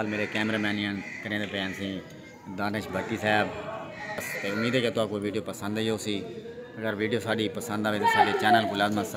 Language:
Saraiki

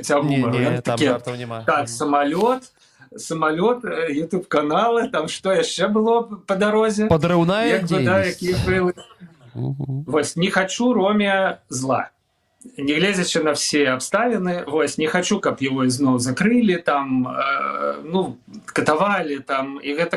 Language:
Belarusian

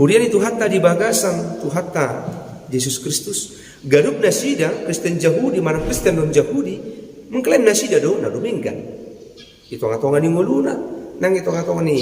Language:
Batak Toba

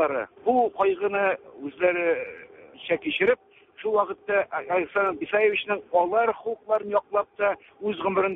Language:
Tatar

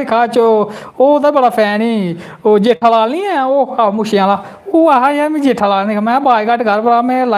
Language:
Dogri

